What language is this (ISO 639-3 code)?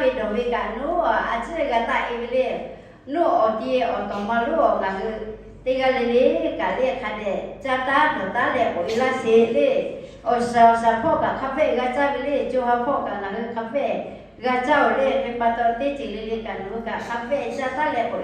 lhu